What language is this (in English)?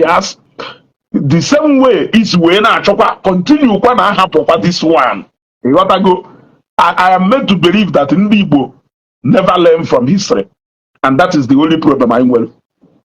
Igbo